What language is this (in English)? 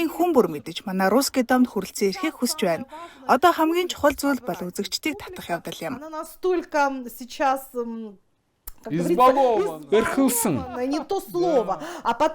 Mongolian